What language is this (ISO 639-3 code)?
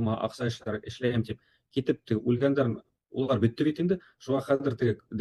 bak